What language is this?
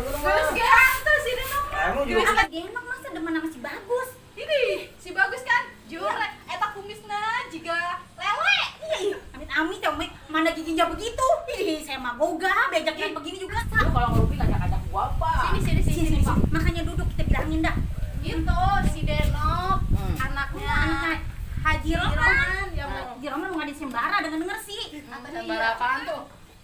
Betawi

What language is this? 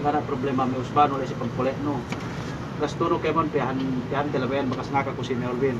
Yakan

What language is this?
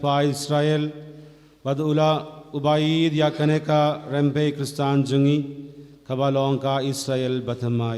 Khasi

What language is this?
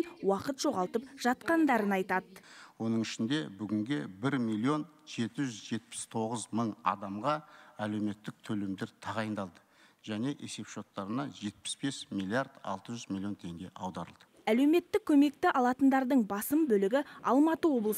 Kazakh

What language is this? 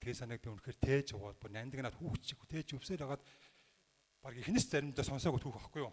Mongolian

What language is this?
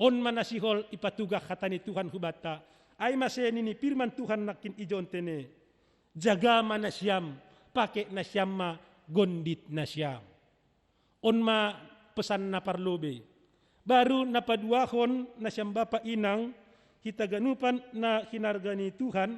Batak Simalungun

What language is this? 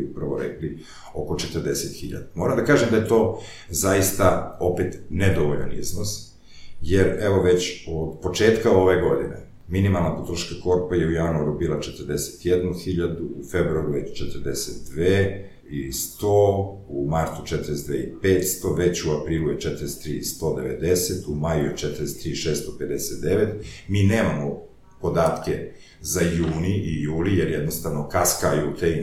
Serbian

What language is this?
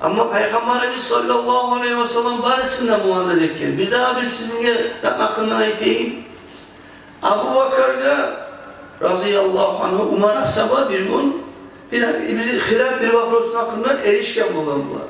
Kumyk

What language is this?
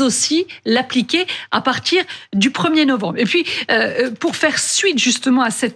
French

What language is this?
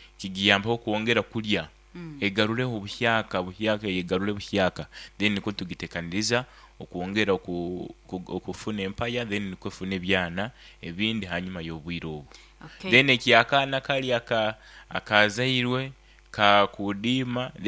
Nyankole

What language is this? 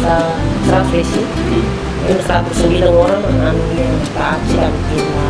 Tetum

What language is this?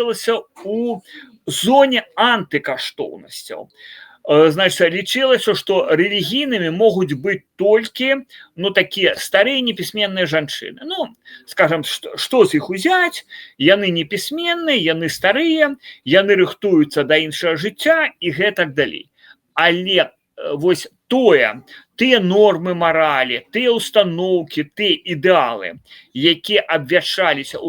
Belarusian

